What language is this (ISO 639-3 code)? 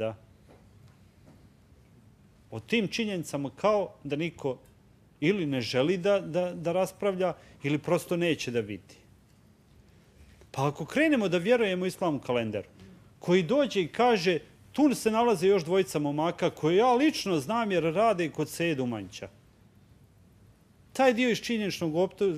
bos